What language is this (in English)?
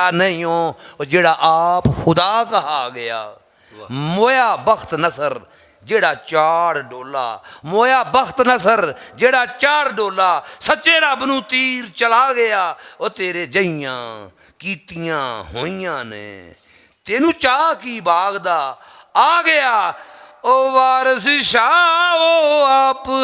Western Panjabi